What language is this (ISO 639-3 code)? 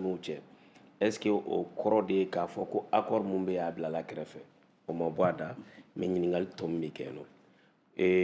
bam